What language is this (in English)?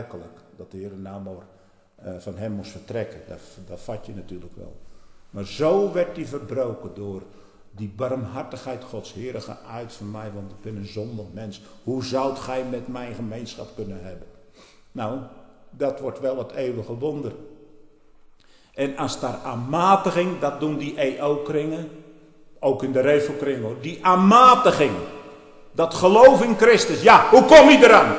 Dutch